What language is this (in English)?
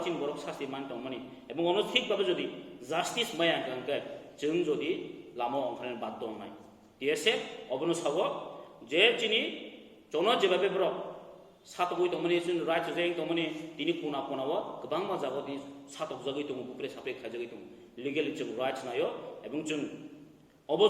Kok Borok